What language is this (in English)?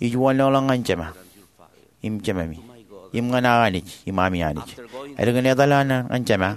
Marshallese